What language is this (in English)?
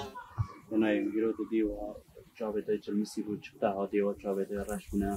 Kurdish